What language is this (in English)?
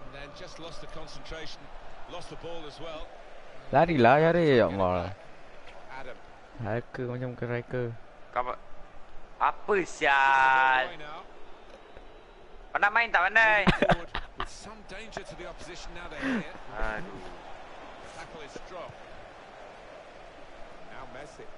Malay